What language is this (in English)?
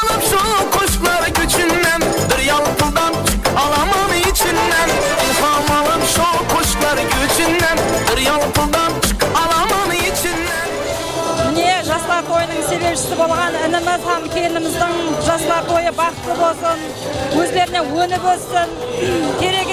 Kara-Kalpak